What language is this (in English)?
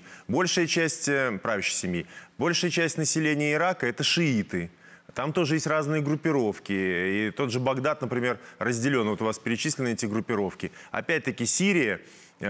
Russian